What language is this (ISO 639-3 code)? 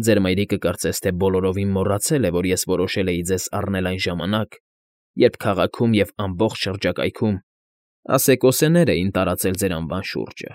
hye